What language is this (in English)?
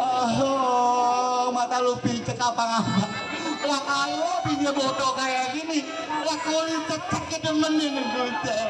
Betawi